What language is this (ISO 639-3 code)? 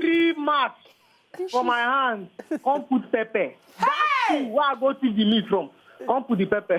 pcm